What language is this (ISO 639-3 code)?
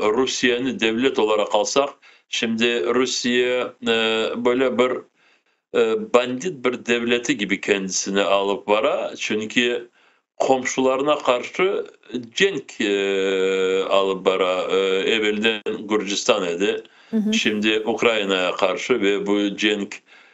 crh